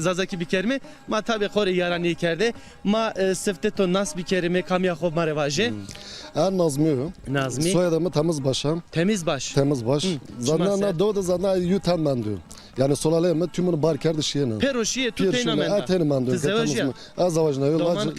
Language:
Zaza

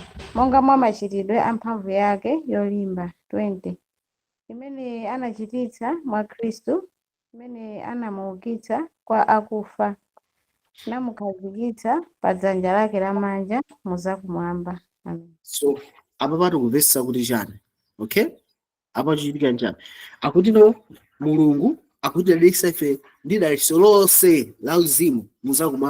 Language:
Nyanja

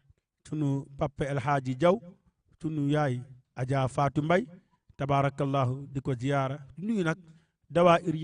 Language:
Wolof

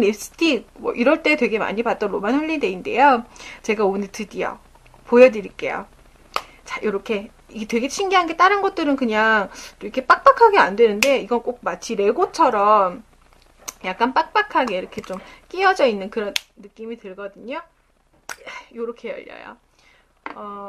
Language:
Korean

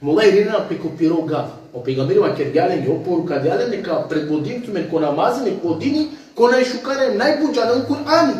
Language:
Balkan Romani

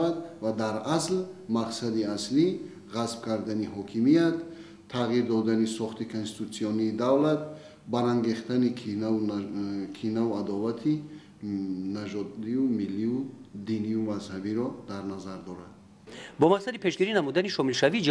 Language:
Tajik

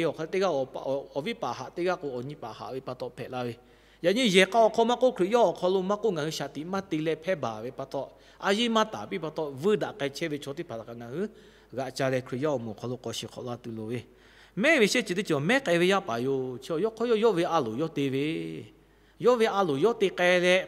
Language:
Lahu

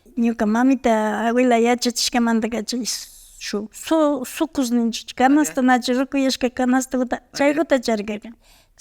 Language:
Imbabura Highland Quichua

